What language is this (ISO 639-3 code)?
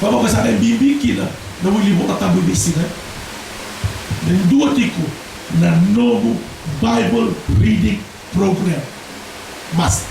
fij